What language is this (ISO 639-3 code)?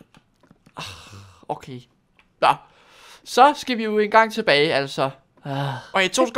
dan